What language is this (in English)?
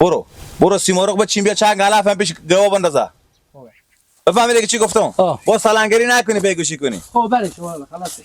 Persian